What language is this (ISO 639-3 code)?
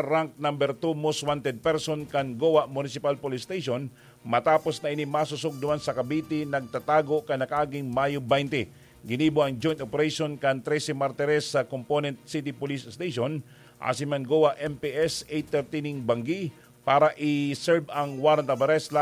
bik